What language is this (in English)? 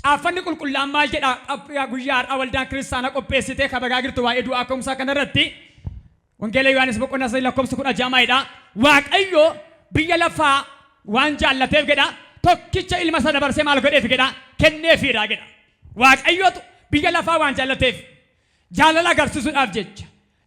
Oromo